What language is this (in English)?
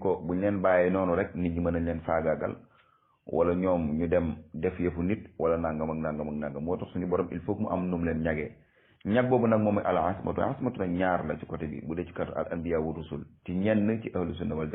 Wolof